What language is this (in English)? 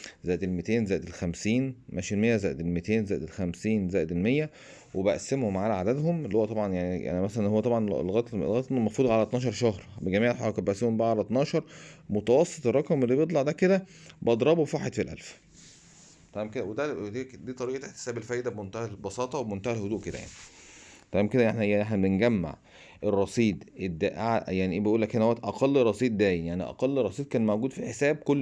Egyptian Arabic